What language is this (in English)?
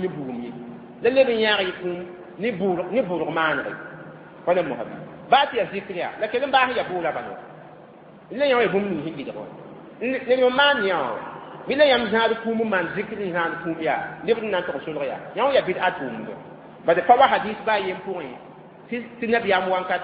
Mossi